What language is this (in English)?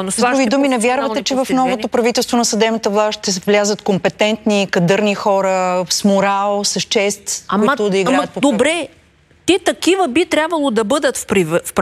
Bulgarian